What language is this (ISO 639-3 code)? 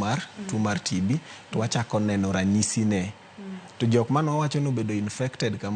luo